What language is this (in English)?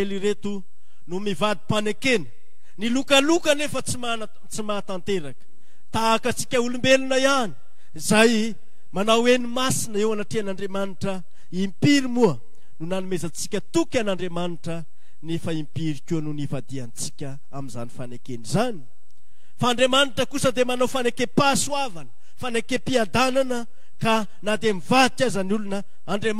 Malagasy